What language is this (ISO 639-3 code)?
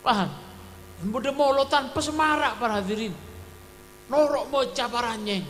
mad